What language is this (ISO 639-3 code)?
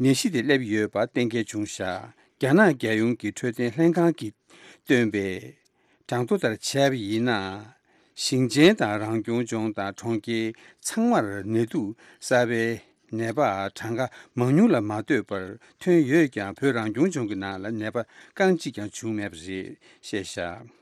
bod